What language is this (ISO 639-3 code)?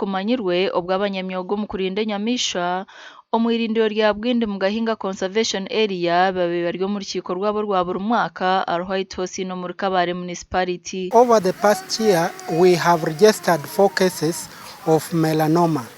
nyn